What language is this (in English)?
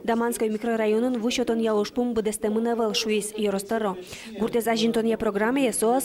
Udmurt